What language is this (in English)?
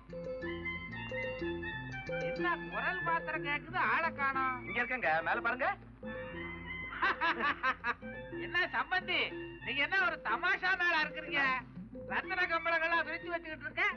Tamil